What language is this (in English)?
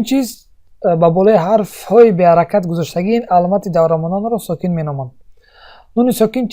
Tajik